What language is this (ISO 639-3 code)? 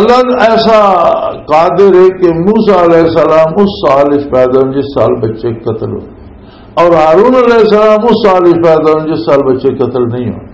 lah